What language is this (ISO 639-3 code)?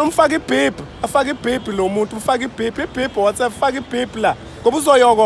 zul